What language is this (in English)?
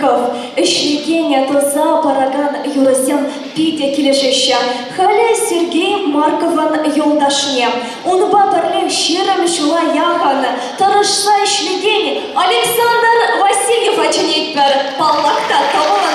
Chuvash